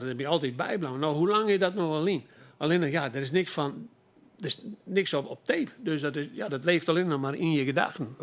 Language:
Western Frisian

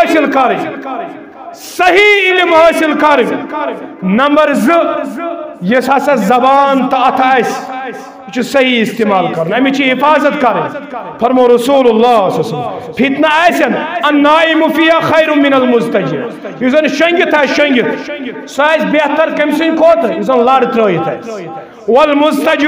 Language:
Kashmiri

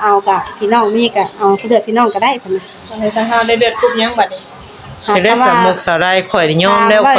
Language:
Northeastern Thai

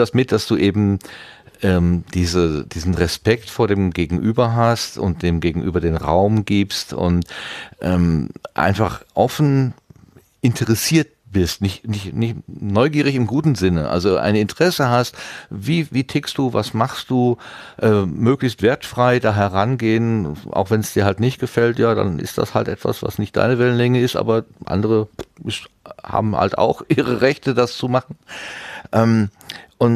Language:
German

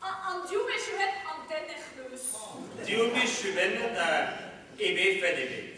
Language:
Breton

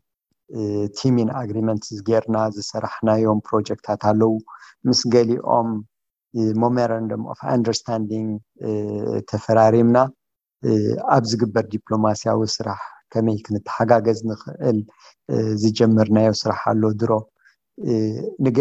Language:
Tigrinya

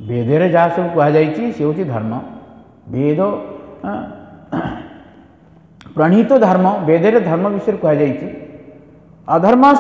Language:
Odia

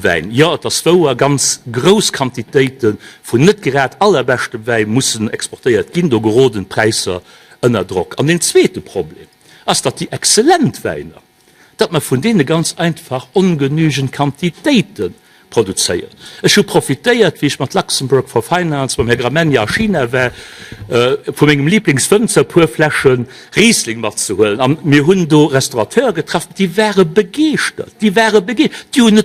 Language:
Luxembourgish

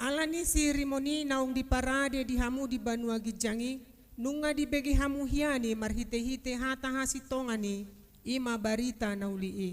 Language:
Batak Toba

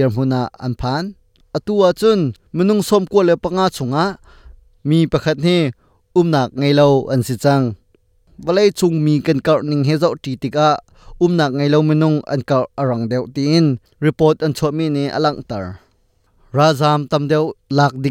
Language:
Hakha Chin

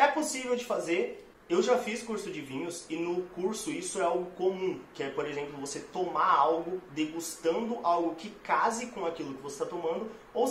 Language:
Portuguese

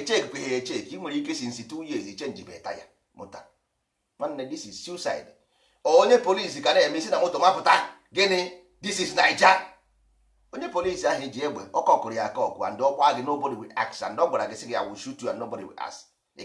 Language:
Igbo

